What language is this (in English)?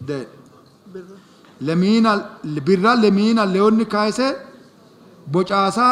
Sidamo